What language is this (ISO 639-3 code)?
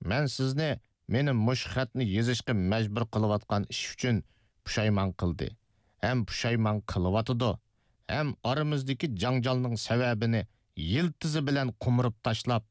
uig